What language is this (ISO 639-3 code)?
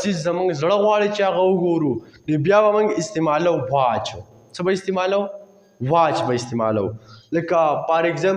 pus